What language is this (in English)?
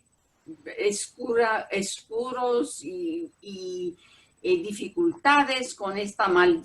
Ladino